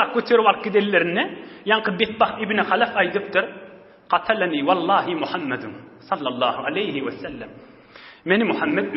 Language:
Turkmen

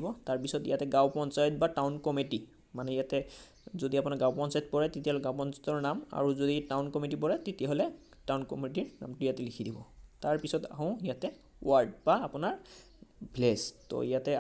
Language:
Assamese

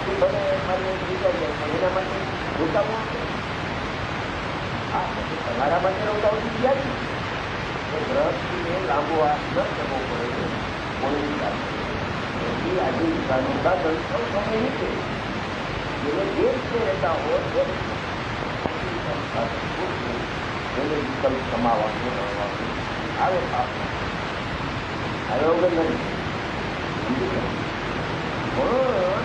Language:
Gujarati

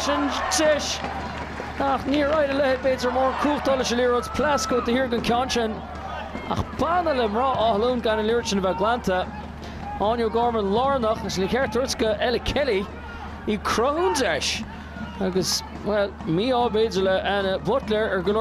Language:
Irish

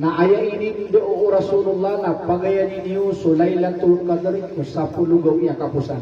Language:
Maranao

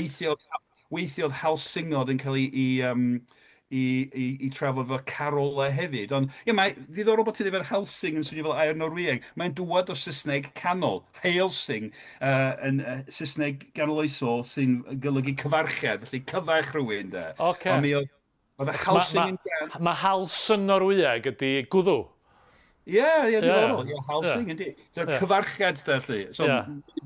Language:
Welsh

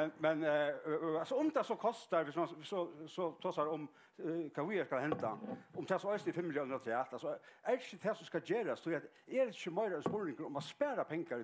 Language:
Faroese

